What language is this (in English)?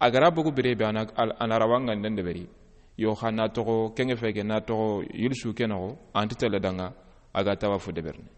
Soninke